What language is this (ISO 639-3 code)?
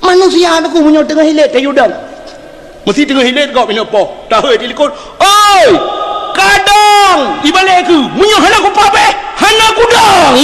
ace